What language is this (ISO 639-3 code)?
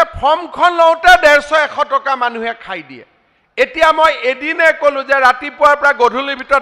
asm